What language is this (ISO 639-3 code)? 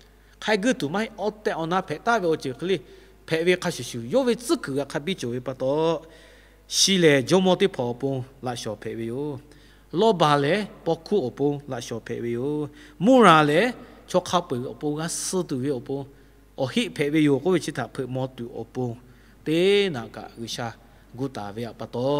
lhu